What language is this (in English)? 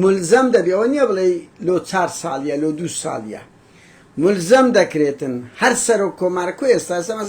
Central Kurdish